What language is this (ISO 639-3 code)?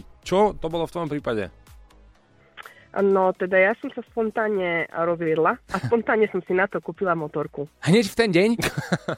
slk